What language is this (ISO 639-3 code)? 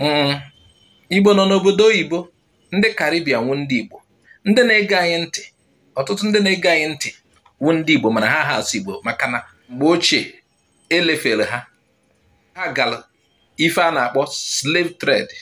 ibo